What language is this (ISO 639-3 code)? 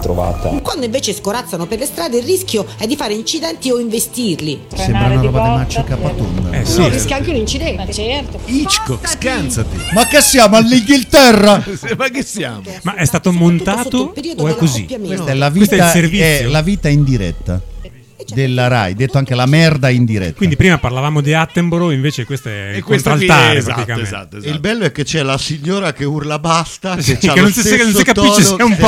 ita